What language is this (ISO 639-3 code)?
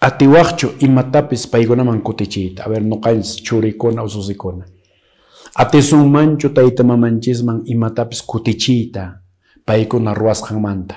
que